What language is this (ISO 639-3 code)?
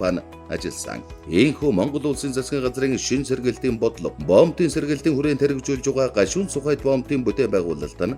mon